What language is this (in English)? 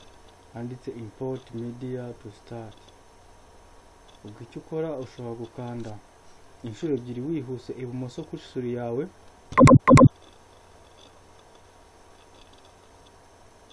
Kinyarwanda